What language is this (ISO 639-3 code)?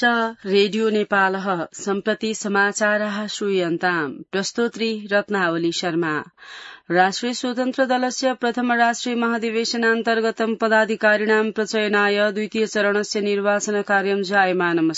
san